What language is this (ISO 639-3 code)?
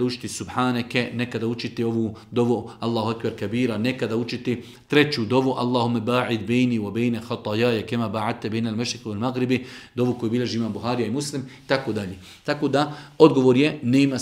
bos